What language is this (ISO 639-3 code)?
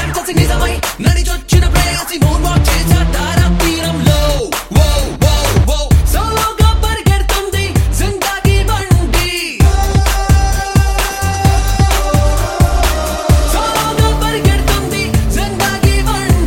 tel